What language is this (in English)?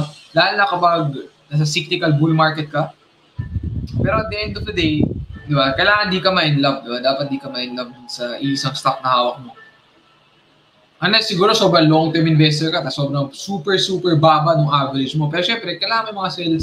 Filipino